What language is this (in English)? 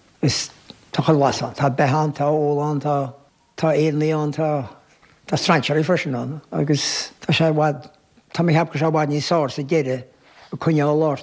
Irish